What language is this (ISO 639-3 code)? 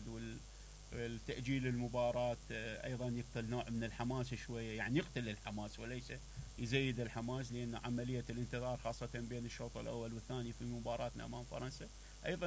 acm